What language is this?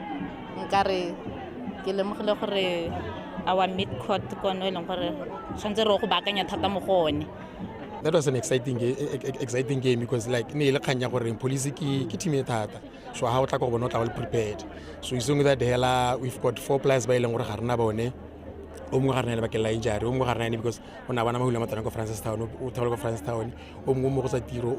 Tswana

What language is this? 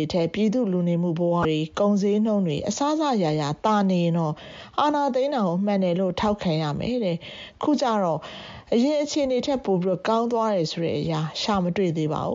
Burmese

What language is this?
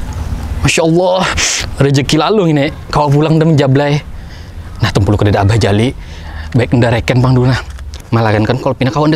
Banjar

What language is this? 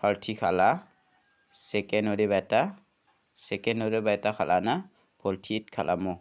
Garo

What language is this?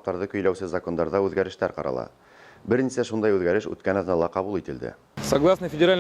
Bashkir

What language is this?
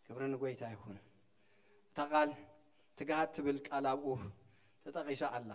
Tigrinya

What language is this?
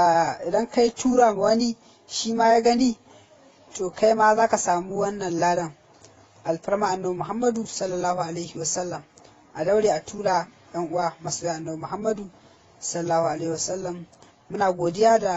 Hausa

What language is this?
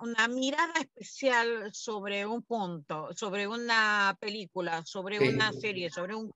Spanish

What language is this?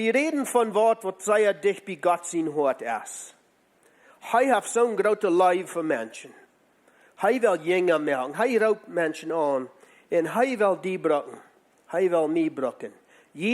Plautdietsch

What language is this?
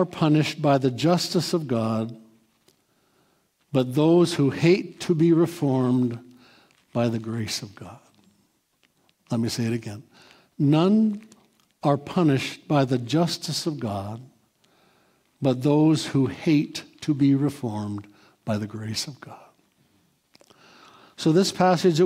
English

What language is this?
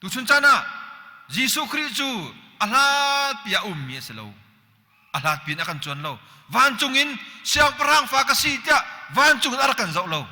Hakha Chin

